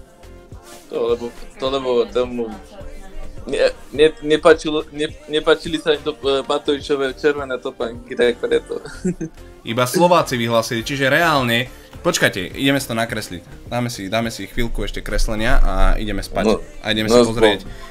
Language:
Slovak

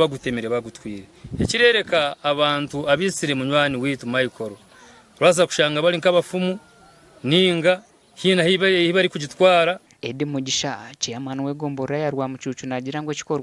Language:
Nyankole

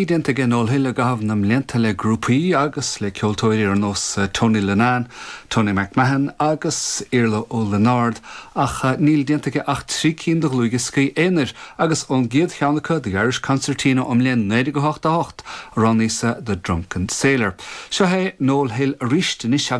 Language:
Irish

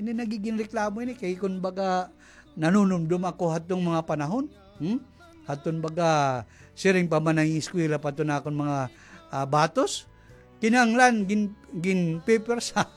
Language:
Waray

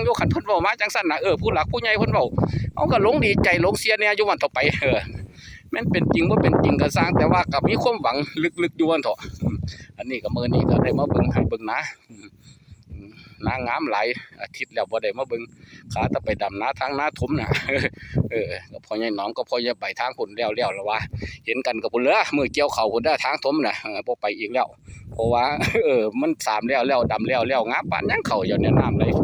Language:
Northeastern Thai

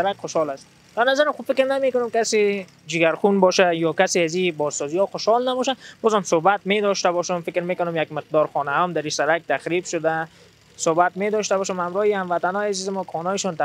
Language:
Persian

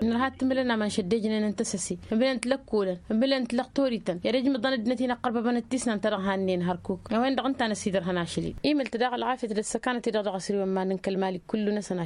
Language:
Tamasheq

